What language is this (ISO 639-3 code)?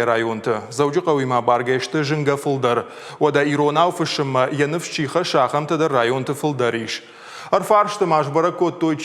oss